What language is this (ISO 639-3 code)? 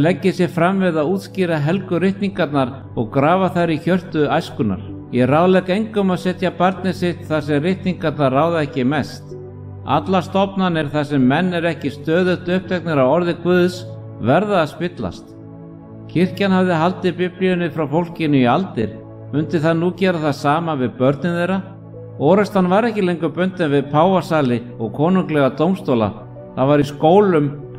isl